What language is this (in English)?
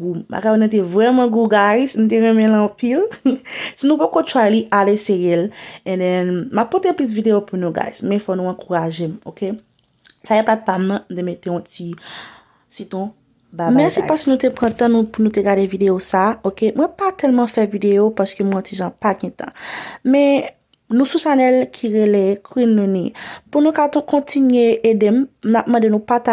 Haitian Creole